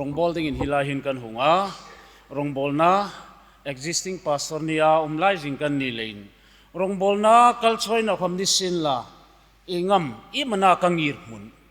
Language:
Hmar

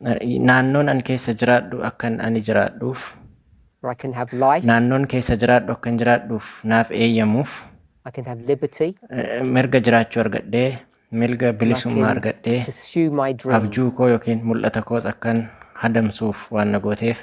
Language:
Oromo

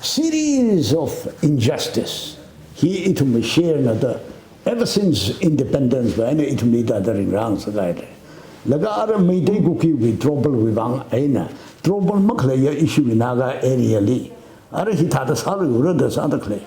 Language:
Tangkhul Naga (India)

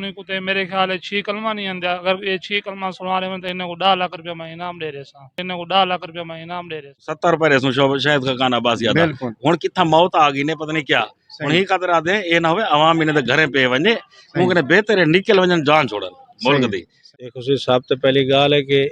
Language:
Saraiki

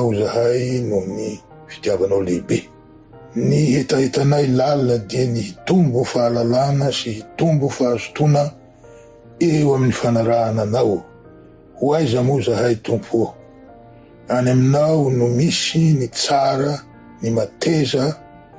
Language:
Malagasy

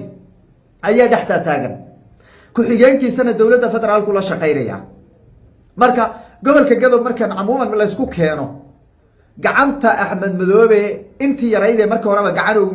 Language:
Somali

